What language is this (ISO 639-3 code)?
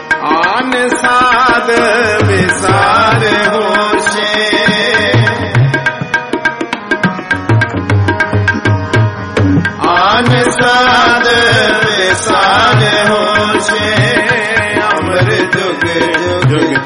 pan